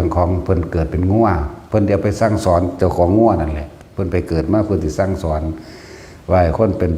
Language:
Lao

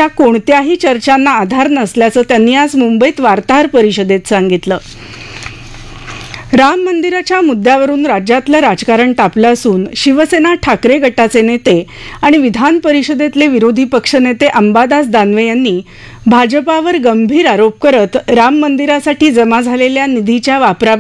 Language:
Marathi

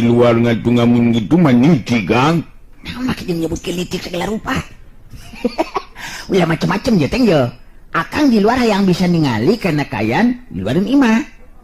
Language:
Sundanese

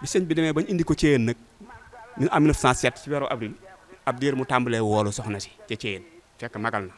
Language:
Wolof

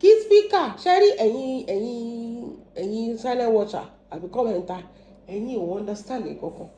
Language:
Yoruba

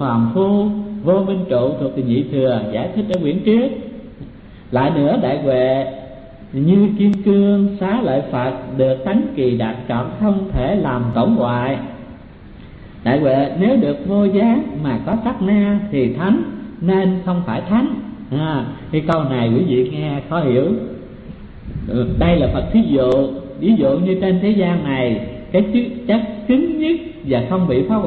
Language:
Vietnamese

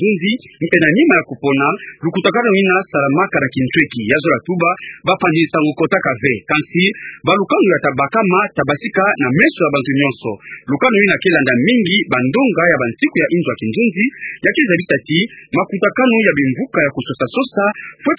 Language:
Kituba (Democratic Republic of Congo)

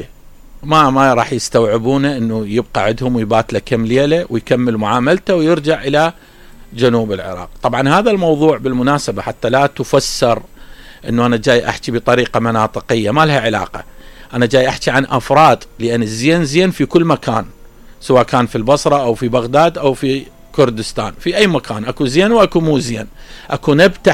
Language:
Mesopotamian Arabic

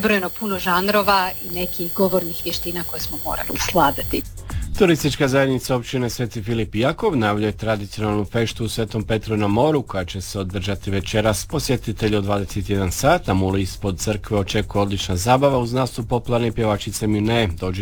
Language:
Croatian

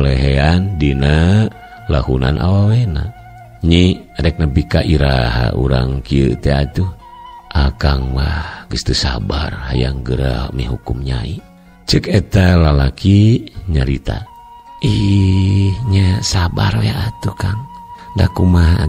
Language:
Sundanese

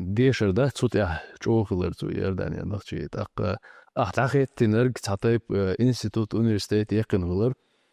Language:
Chechen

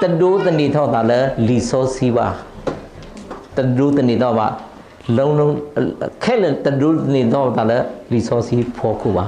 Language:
S'gaw Karen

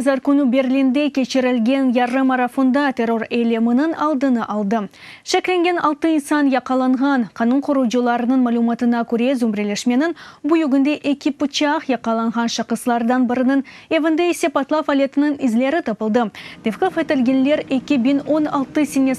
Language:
Crimean Tatar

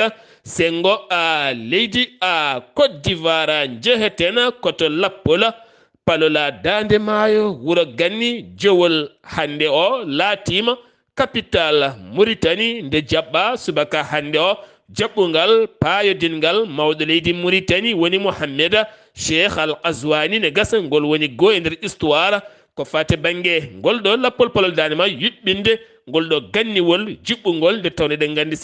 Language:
Fula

